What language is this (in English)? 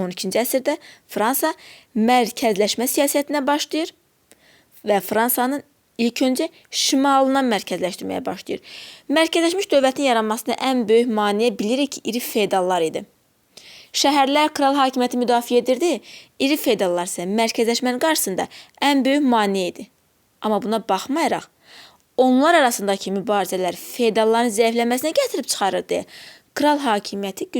Azerbaijani